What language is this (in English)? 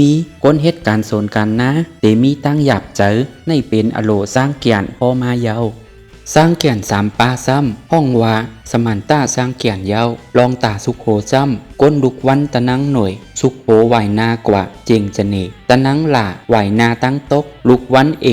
Shan